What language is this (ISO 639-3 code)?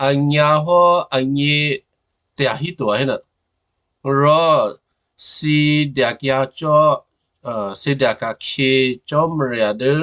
kyu